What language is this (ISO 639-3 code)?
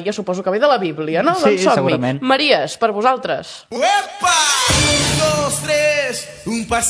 cat